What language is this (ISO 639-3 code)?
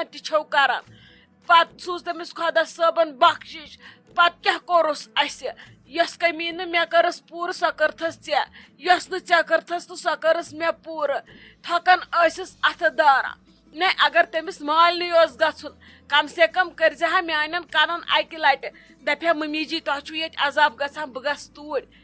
kas